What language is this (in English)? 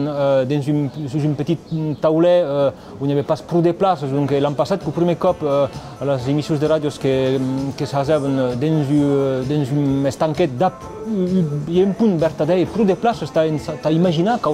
Occitan